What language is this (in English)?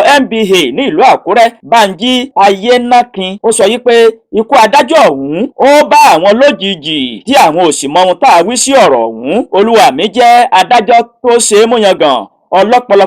Yoruba